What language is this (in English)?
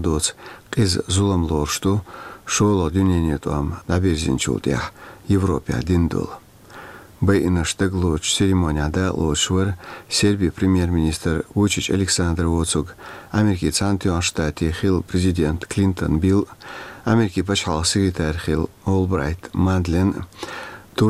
Chechen